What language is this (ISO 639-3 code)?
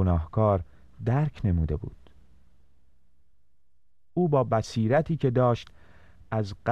fas